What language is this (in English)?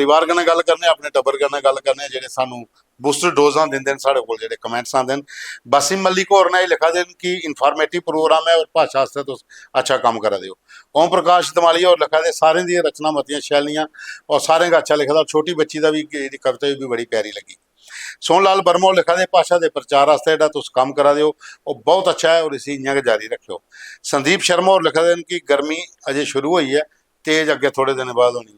Dogri